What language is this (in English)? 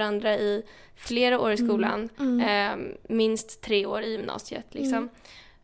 Swedish